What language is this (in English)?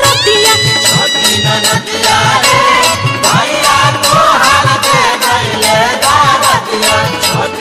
Bhojpuri